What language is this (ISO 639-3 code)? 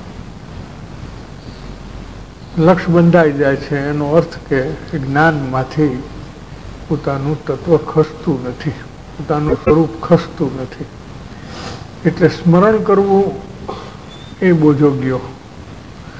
guj